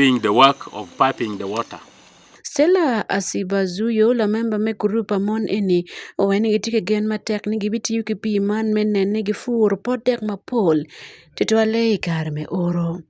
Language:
Acoli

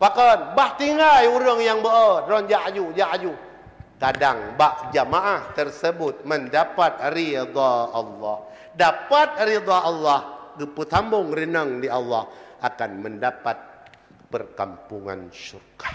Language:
Achinese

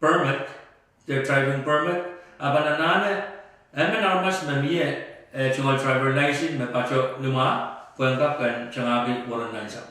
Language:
Pohnpeian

